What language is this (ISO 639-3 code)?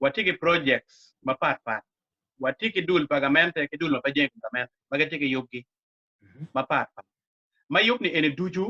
ach